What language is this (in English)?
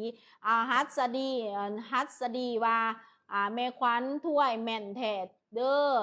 Lao